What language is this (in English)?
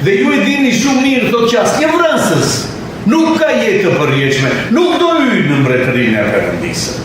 Albanian